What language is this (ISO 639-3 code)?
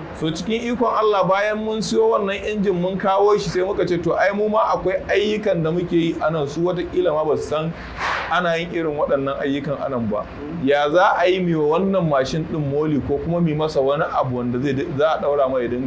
hau